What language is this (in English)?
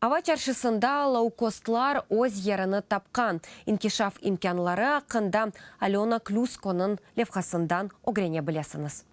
Crimean Tatar